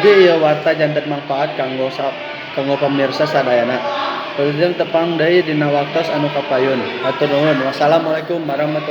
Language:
Sundanese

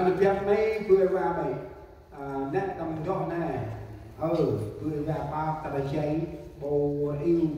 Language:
Central Mnong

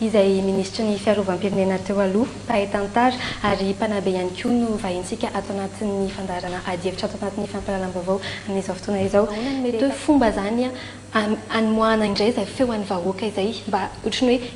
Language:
Malagasy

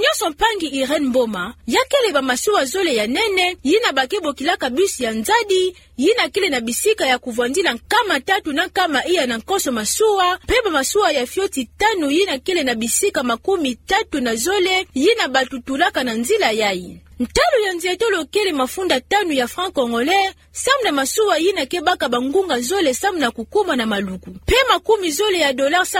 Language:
Kituba (Democratic Republic of Congo)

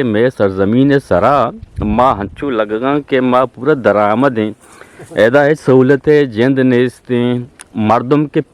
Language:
Eastern Balochi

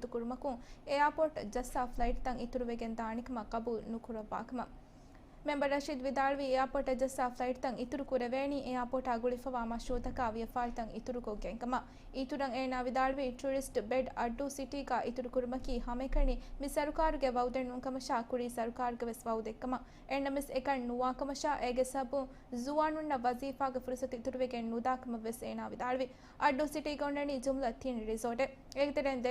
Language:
Divehi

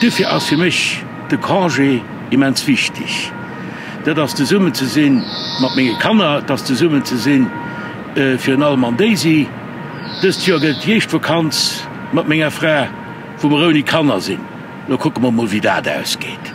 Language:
Luxembourgish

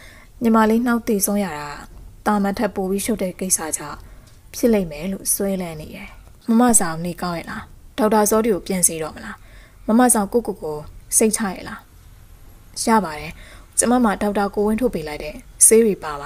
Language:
Burmese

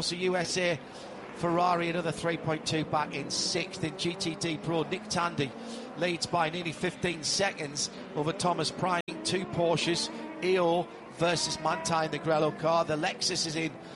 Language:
English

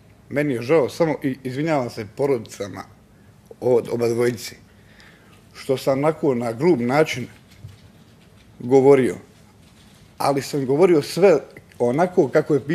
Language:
Bosnian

